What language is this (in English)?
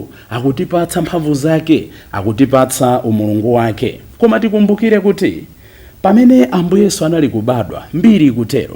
Nyanja